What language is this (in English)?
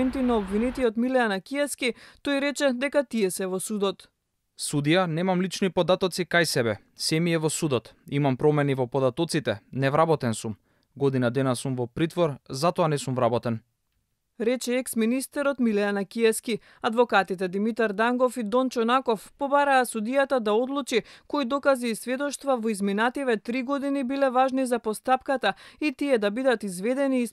Macedonian